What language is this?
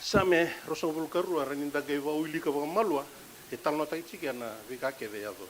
Fijian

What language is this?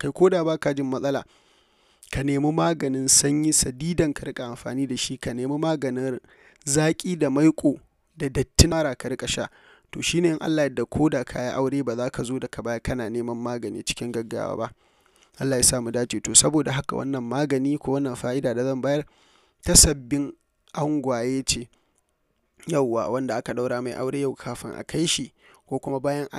Hausa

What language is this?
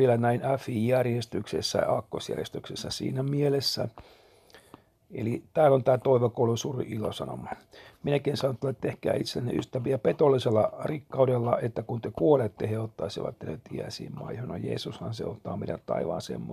Finnish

